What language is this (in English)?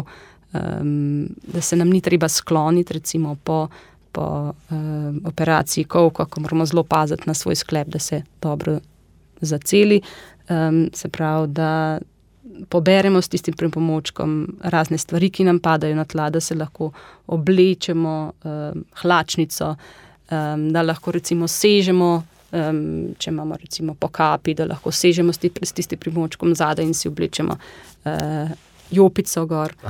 Slovenian